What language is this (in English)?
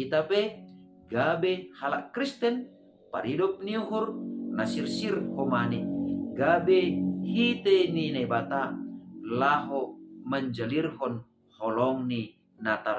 Batak Simalungun